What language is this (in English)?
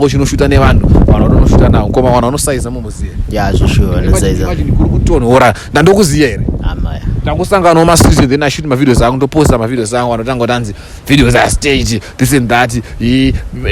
Shona